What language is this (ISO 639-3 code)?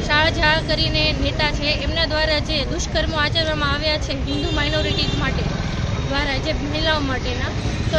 guj